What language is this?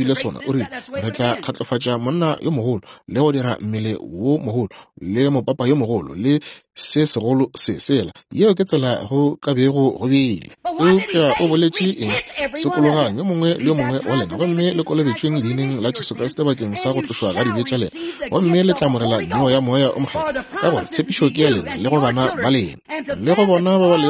Northern Sotho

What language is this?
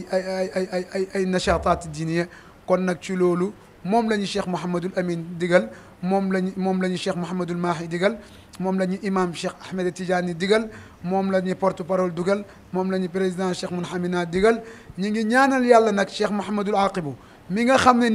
Wolof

